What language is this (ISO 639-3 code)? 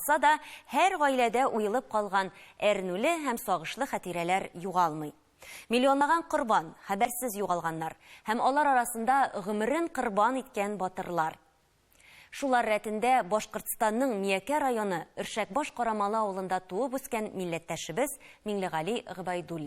tat